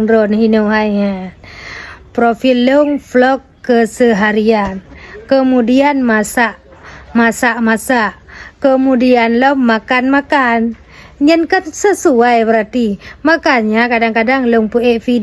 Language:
Achinese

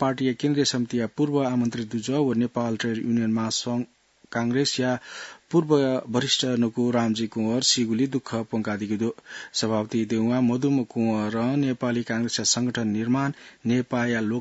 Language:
Newari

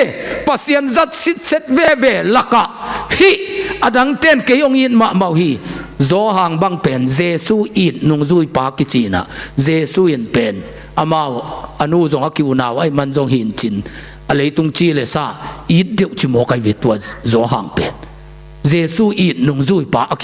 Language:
Tedim Chin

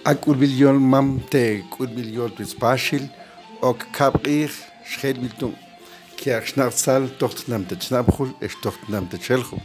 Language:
Mam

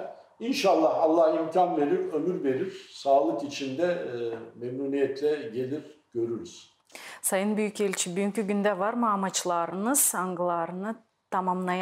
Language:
Gagauz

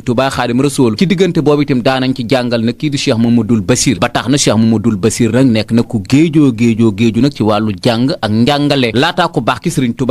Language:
Wolof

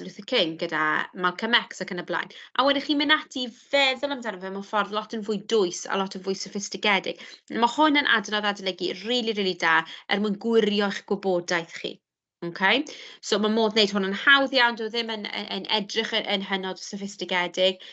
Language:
Welsh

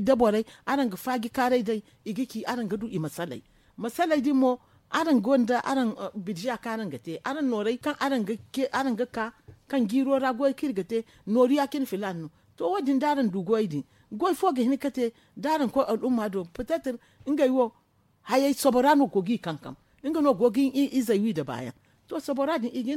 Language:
Zarma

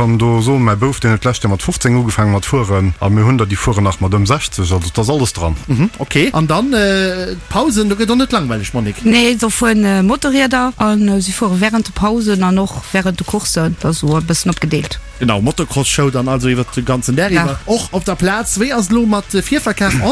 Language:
Luxembourgish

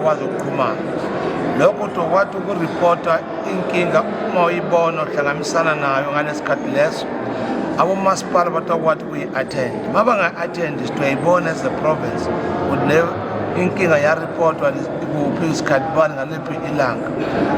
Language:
Zulu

